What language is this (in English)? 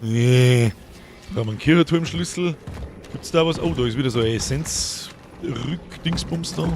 Bavarian